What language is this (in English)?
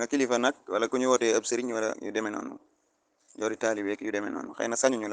Wolof